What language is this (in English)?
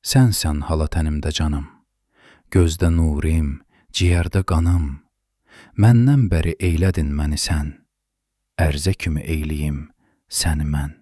Azerbaijani